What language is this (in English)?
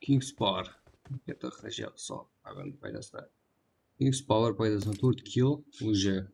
Kara-Kalpak